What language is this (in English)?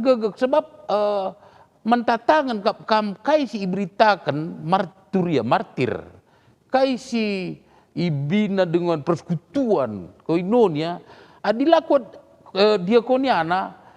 Batak Karo